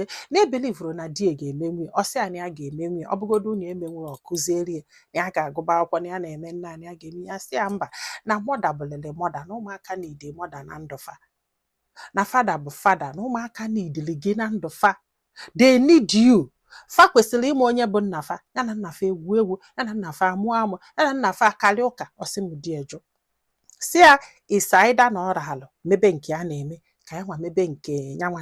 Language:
Igbo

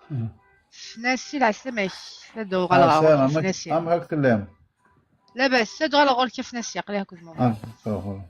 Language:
Kabyle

